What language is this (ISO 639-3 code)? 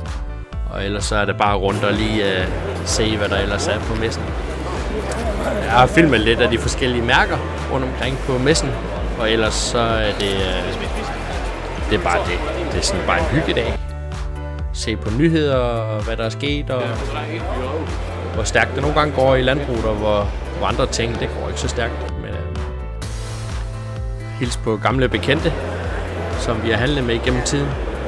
dan